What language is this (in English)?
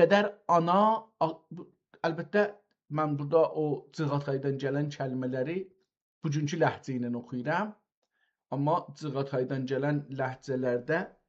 South Azerbaijani